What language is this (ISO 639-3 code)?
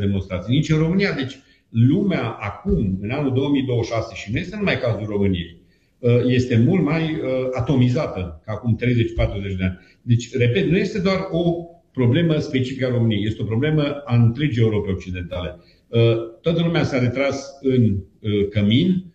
ron